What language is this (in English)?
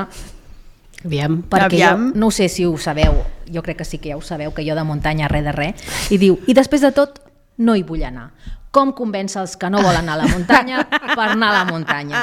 Catalan